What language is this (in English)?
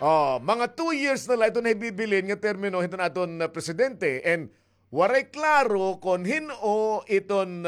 Waray